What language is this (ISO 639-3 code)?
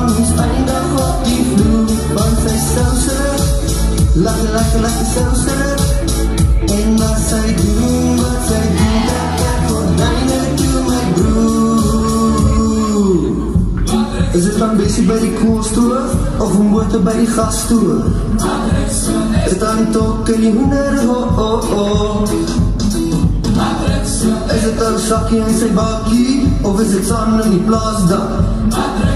afr